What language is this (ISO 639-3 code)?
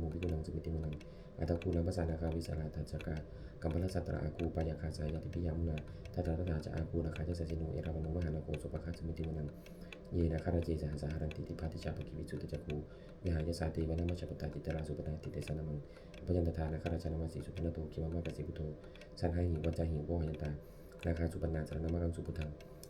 pli